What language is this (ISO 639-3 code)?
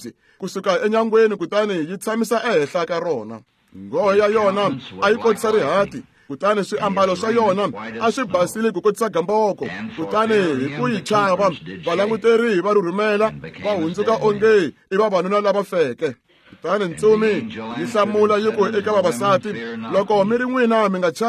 tso